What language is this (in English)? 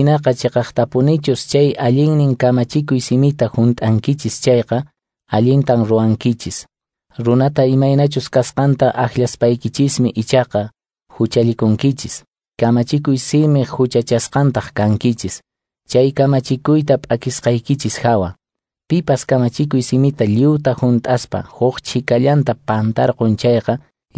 Quechua